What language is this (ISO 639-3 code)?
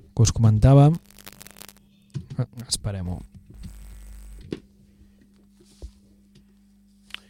cat